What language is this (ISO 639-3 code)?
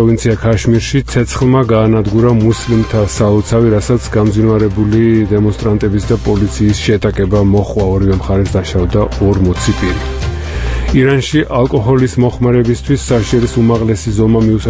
kat